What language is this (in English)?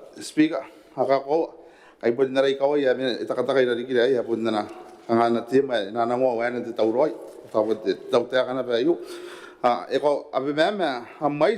Gilbertese